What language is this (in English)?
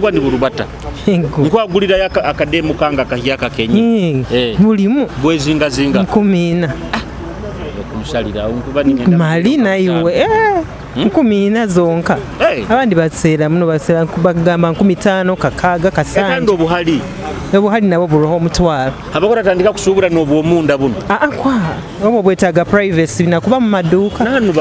Nyoro